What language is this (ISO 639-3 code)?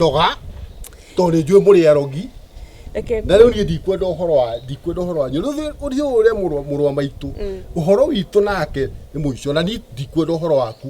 kik